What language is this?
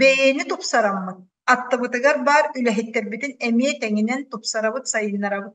Yakut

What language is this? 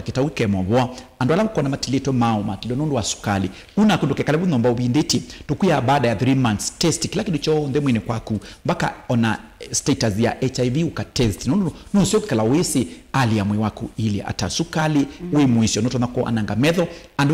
Kamba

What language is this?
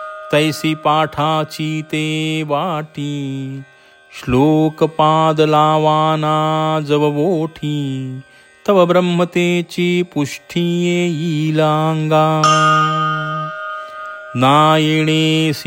Marathi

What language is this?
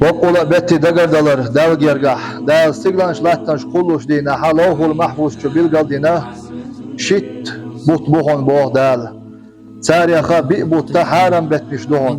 Chechen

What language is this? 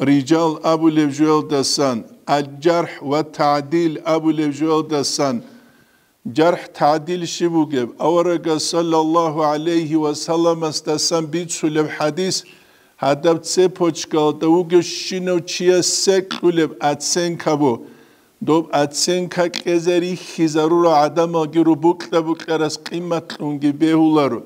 Avaric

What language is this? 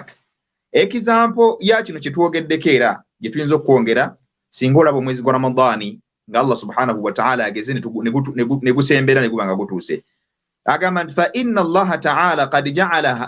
Ganda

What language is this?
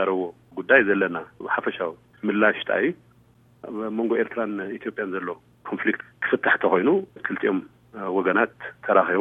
Tigrinya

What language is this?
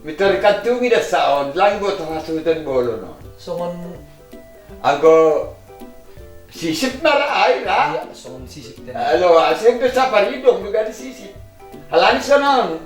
Batak Simalungun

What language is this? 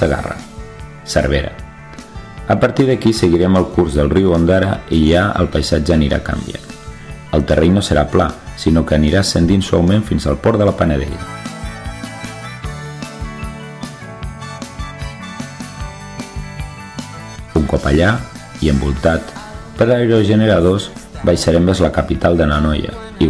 Catalan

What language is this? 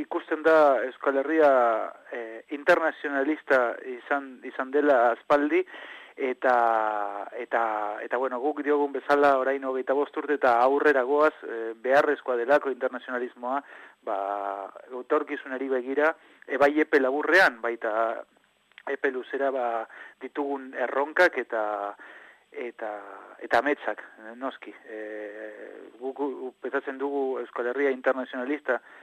Basque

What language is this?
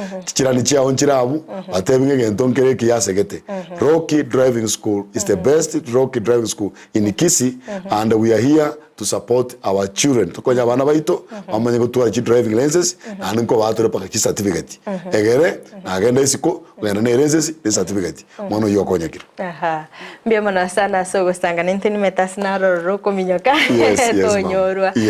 Gusii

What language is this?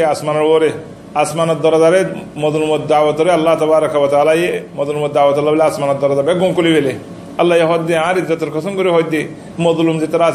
Rohingya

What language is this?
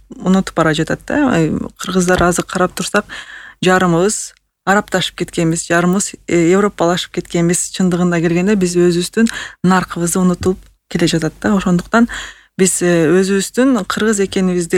Kyrgyz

